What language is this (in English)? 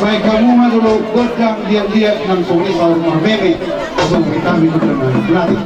Batak Toba